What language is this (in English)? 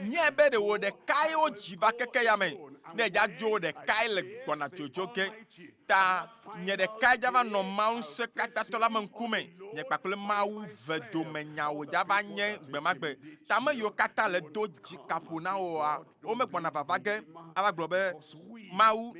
Ewe